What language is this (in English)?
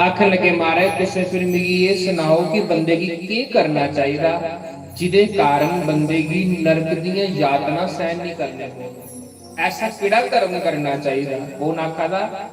Dogri